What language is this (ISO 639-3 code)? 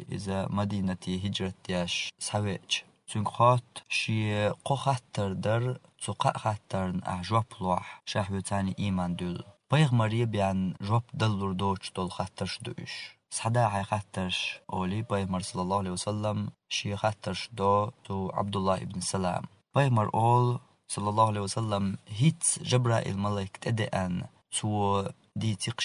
che